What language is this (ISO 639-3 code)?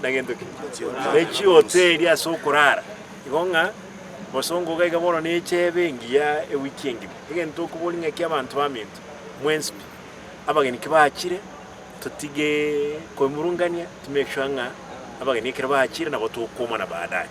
guz